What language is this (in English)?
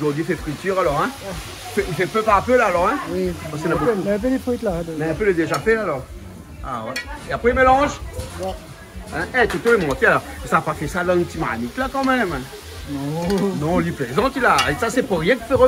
Réunion Creole French